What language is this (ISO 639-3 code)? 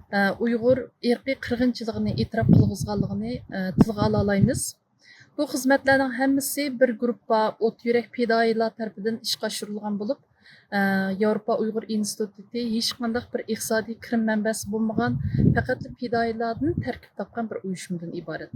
uig